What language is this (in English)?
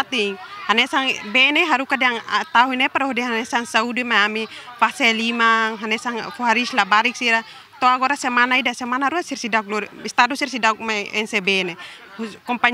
Tetum